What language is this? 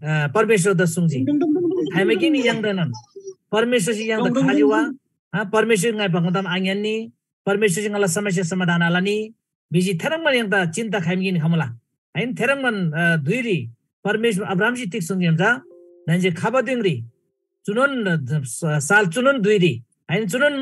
Eastern Tamang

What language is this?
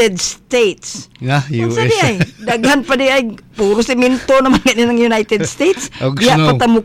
Cebuano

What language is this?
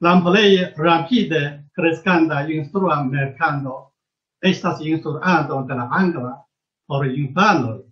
Esperanto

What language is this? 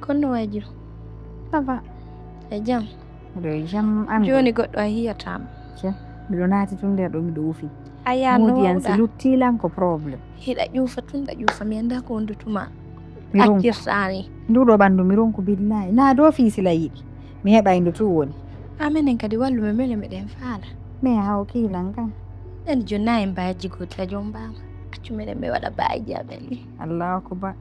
Fula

